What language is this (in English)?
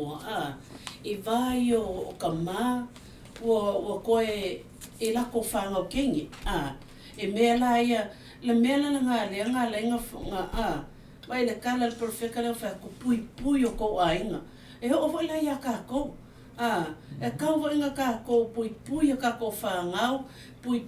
Samoan